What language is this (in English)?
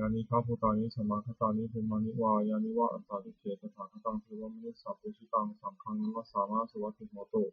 Pali